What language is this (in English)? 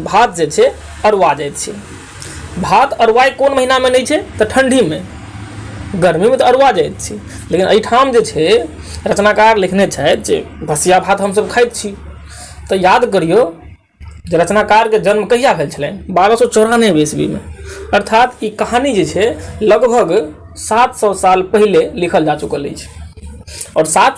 Maithili